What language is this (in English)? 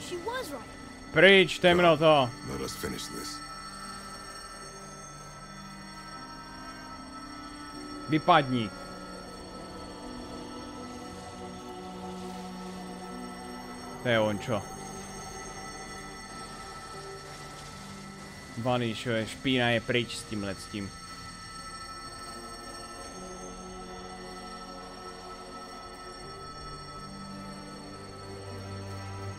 Czech